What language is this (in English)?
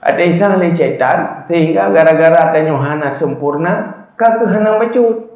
Achinese